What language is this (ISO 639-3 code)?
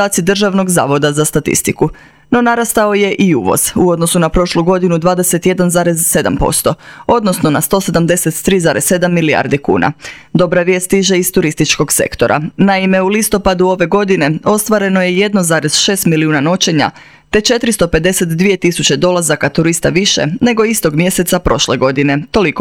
hrv